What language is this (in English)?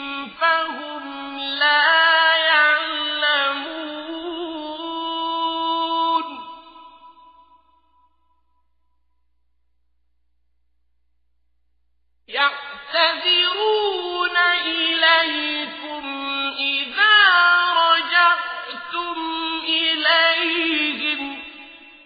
Arabic